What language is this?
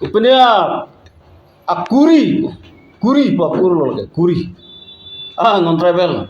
Karbi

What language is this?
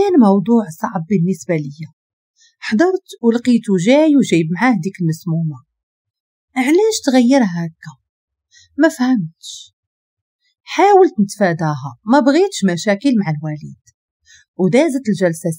Moroccan Arabic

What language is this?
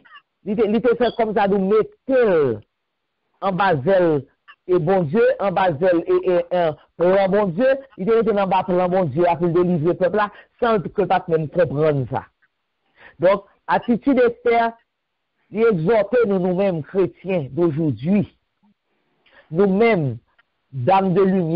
French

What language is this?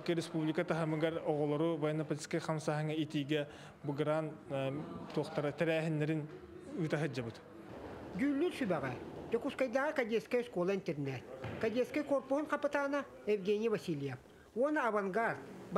Yakut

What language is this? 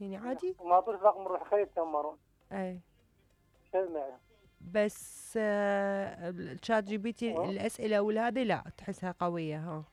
Mesopotamian Arabic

